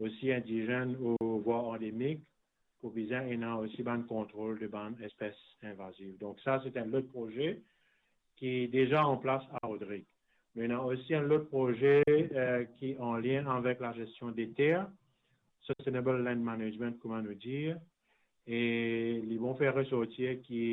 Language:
Morisyen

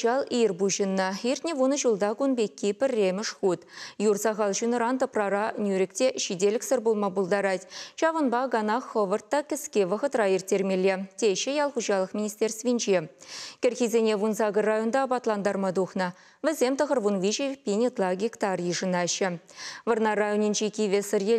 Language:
Chuvash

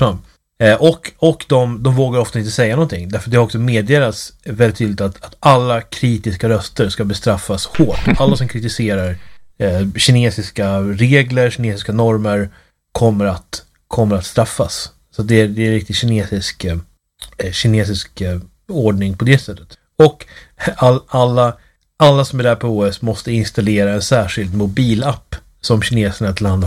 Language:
Swedish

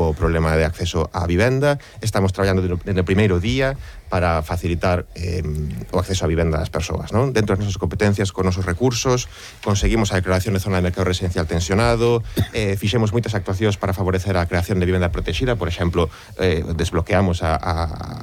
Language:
Galician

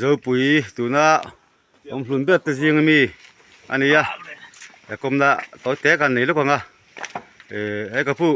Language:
Mizo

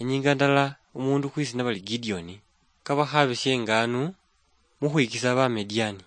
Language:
Luyia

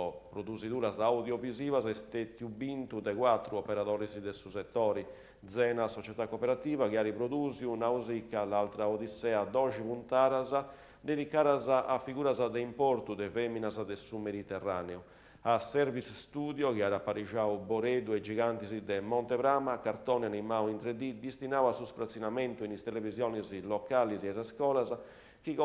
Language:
Sardinian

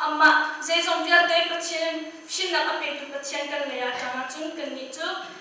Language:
Hakha Chin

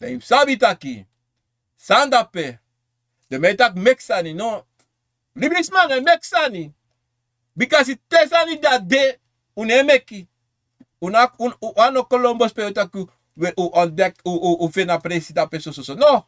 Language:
Sranan Tongo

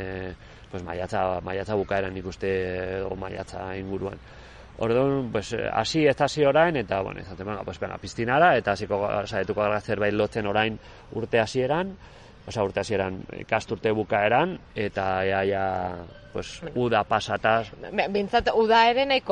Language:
Basque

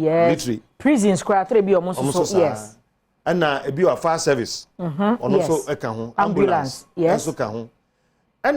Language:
Akan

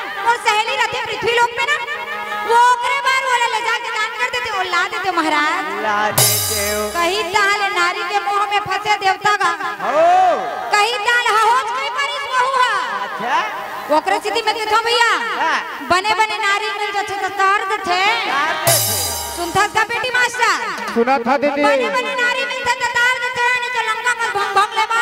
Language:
Chhattisgarhi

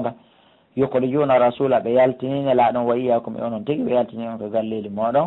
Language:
Pular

